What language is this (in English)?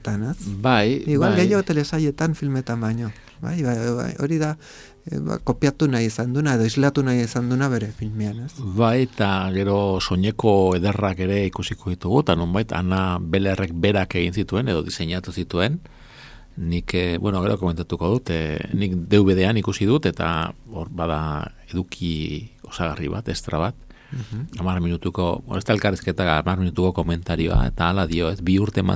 Basque